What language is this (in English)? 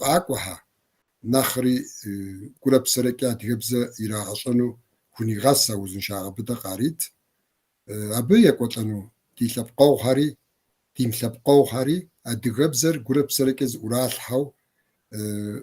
Kabardian